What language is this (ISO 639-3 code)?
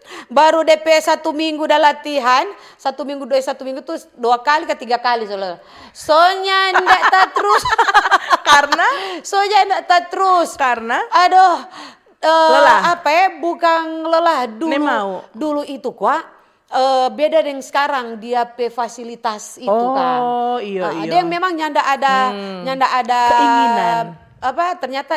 xmm